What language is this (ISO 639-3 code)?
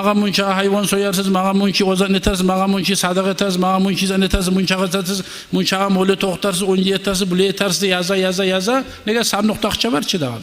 kum